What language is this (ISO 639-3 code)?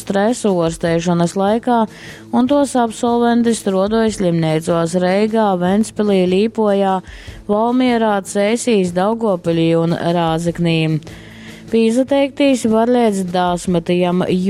ltg